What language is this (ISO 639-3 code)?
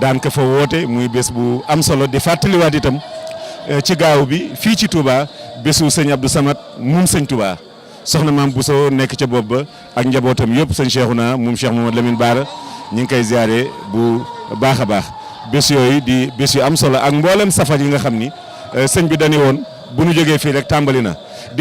wol